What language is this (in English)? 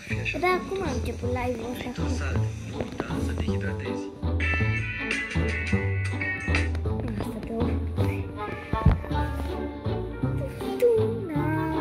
Romanian